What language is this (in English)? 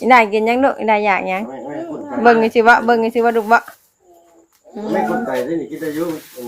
Northeastern Thai